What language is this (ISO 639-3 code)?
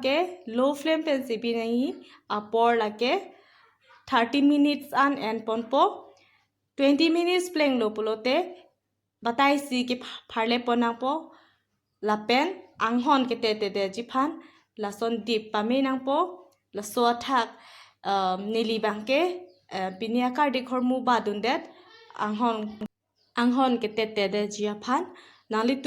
mjw